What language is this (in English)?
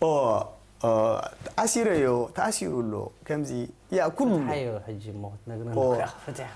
Tigrinya